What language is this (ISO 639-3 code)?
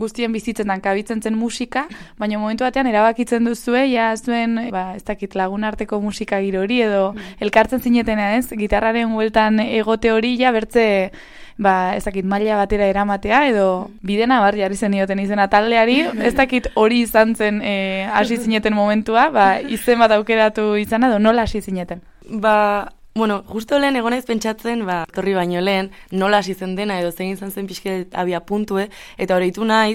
eus